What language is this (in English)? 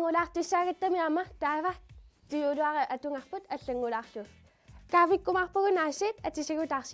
Kalaallisut